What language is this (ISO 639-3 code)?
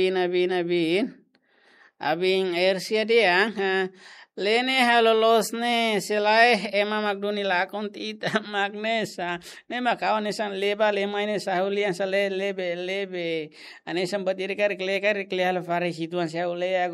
tet